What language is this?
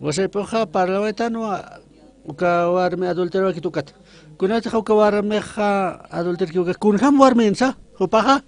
Aymara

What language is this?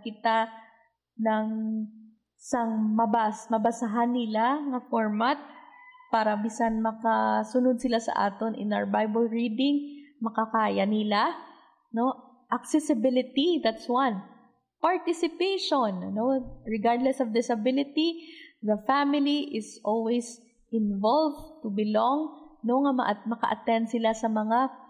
Hiligaynon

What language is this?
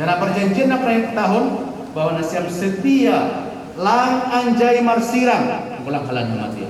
Batak Simalungun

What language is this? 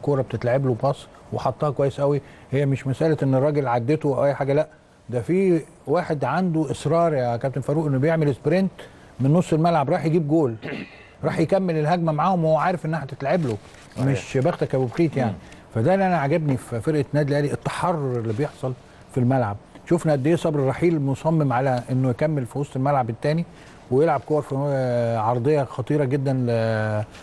Egyptian Arabic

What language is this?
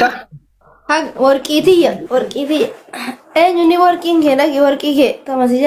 Oromo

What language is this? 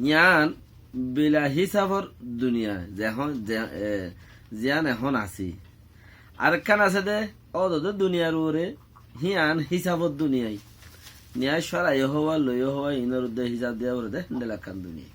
Rohingya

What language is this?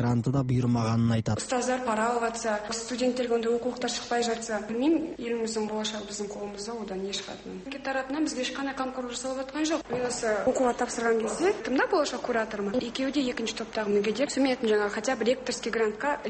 Kazakh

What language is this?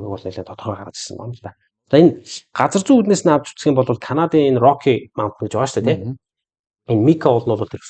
Mongolian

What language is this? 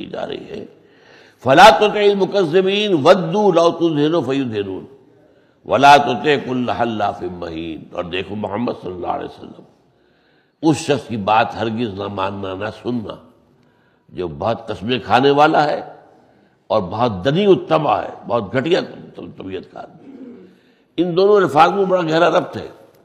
Urdu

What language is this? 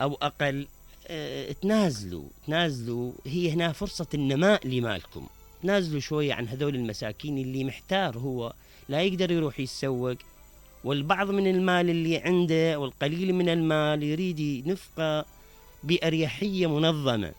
Mesopotamian Arabic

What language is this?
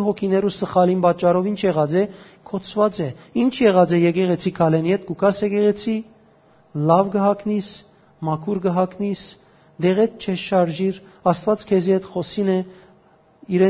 Western Armenian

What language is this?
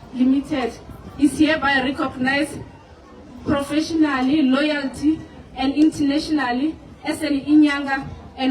Northern Sotho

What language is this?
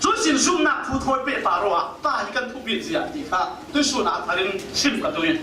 Falam Chin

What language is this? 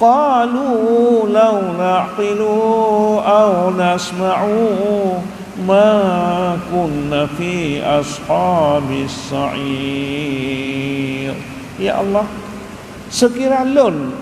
Achinese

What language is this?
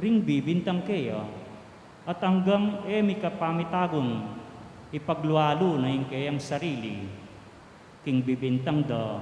Pampanga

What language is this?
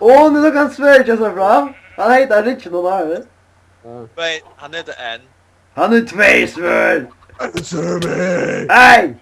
Faroese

